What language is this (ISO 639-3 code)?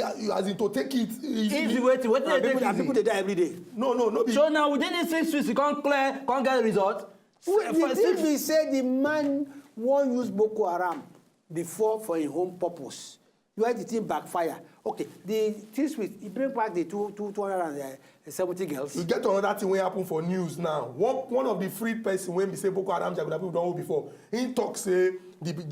pcm